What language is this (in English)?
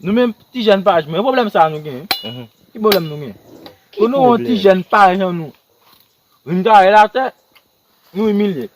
Haitian Creole